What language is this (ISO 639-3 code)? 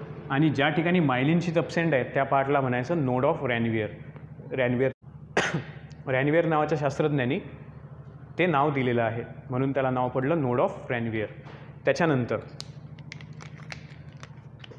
mar